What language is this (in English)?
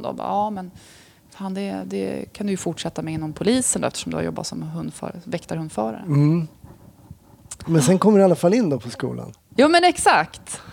Swedish